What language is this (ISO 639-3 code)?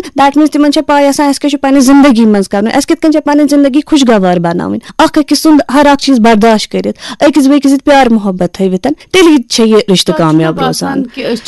kas